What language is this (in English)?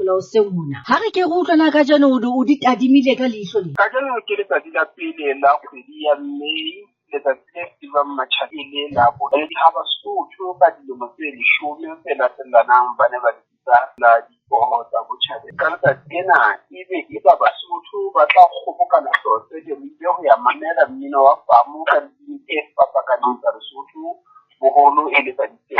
Southern Sotho